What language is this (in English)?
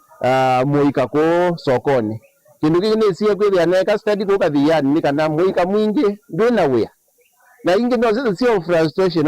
Kamba